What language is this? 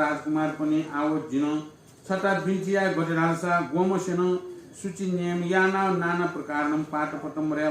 Newari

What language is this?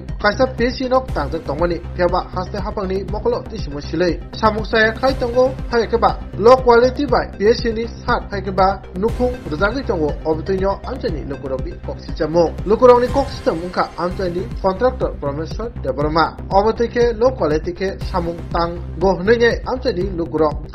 Kok Borok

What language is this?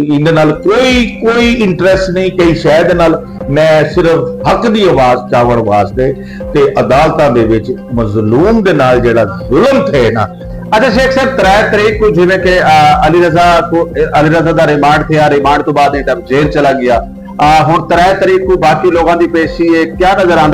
Saraiki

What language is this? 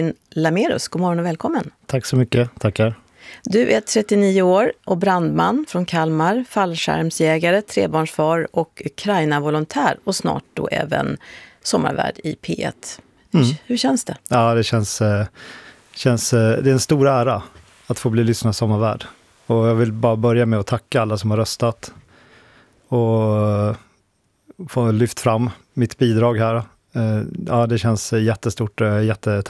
Swedish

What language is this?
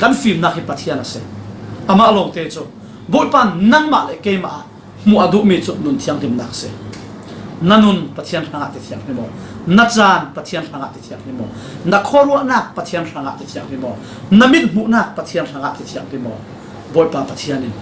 Falam Chin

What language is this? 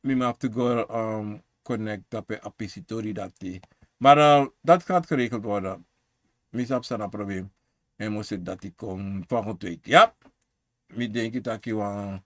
Sranan Tongo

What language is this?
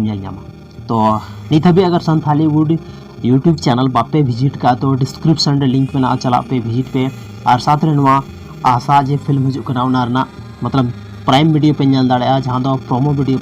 Santali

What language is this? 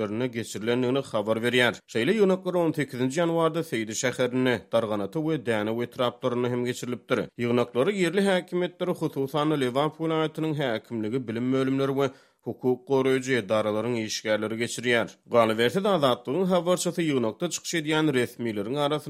Turkmen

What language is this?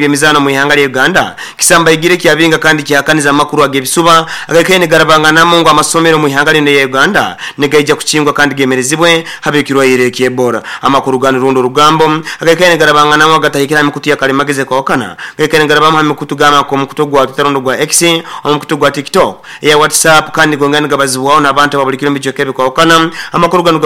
Nyoro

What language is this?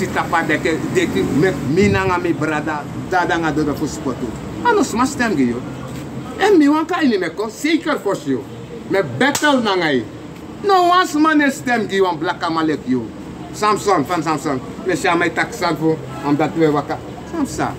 Sranan Tongo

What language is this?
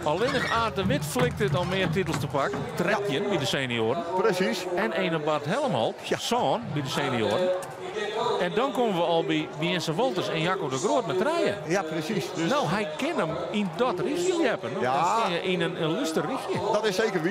Western Frisian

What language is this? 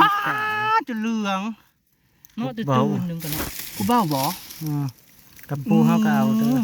Northeastern Thai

